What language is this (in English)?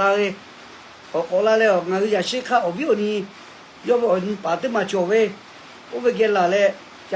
Lahu